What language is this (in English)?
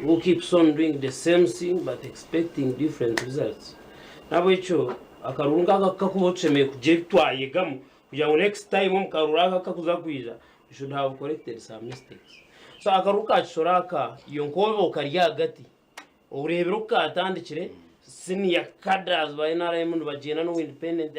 Nyankole